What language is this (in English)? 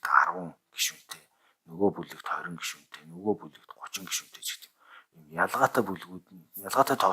Mongolian